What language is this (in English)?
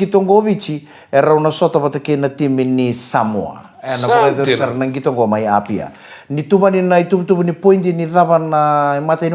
Fijian